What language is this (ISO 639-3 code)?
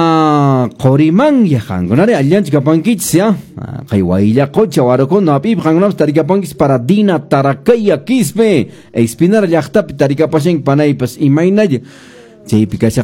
que